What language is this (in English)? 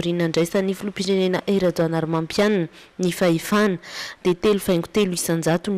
Malagasy